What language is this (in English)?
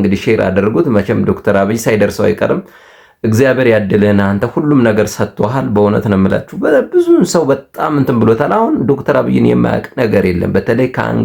Amharic